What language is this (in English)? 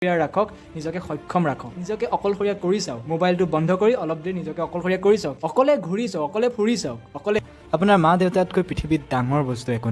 Assamese